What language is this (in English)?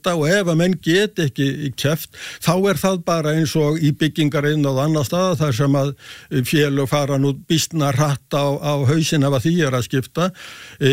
Icelandic